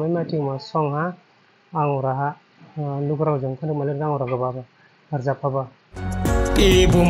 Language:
Dimasa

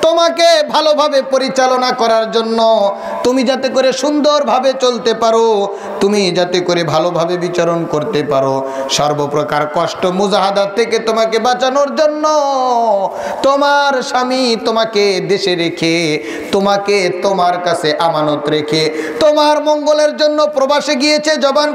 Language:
Bangla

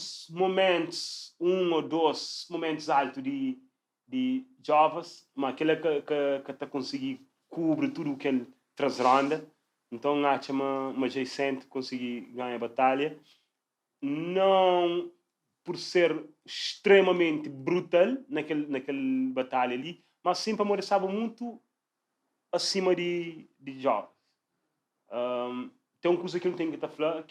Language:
Kabuverdianu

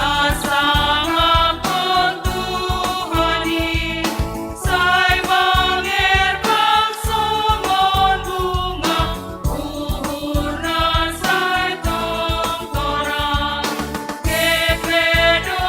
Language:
Batak Simalungun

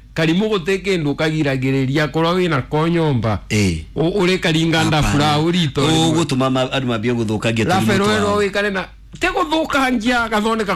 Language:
Kikuyu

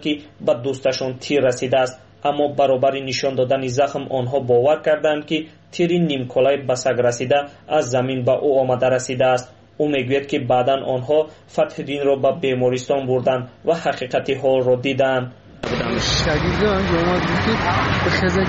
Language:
Persian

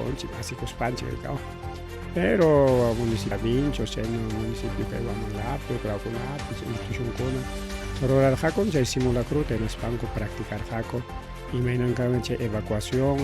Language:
Ayacucho Quechua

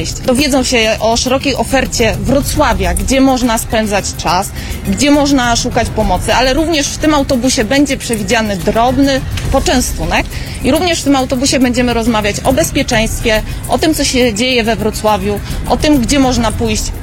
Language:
Polish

